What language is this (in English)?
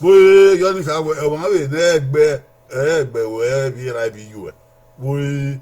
Bini